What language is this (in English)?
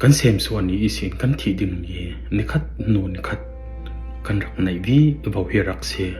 Falam Chin